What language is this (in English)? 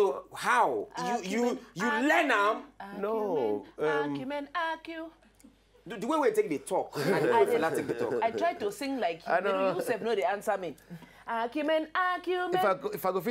Nigerian Pidgin